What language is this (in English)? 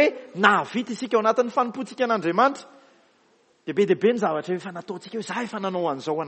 Malagasy